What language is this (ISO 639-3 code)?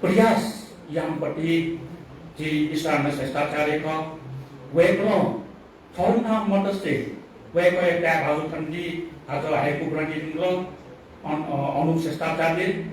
new